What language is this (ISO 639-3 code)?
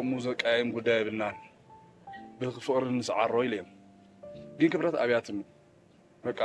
tir